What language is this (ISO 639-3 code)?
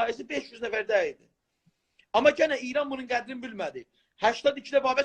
azb